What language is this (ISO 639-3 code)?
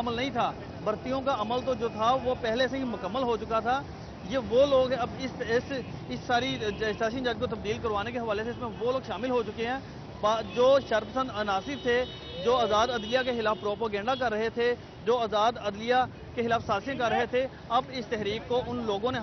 urd